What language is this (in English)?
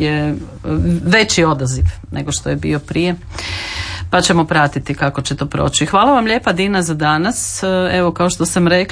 Croatian